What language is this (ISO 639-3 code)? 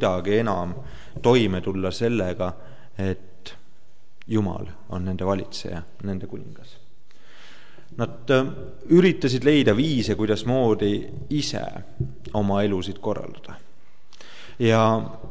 est